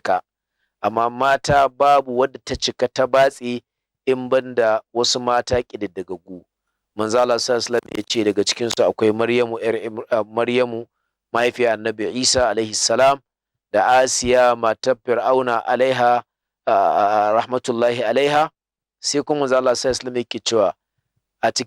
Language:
Hausa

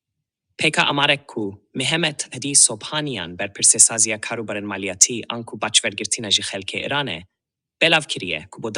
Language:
Kurdish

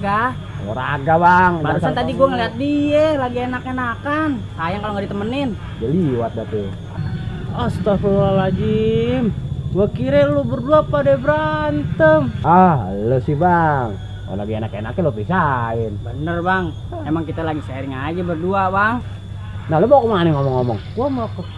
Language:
Betawi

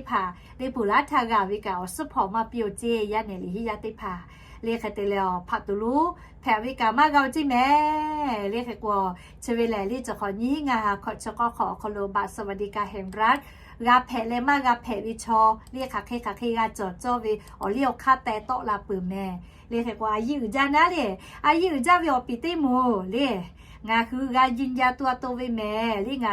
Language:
Lahu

